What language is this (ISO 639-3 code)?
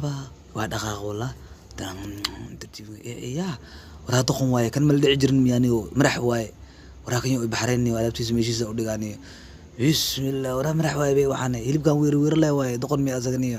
som